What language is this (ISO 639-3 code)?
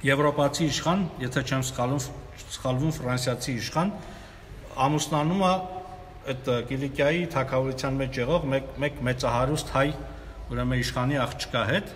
hye